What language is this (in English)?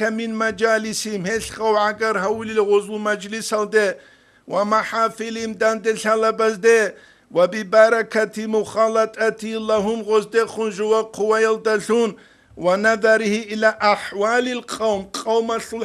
Avaric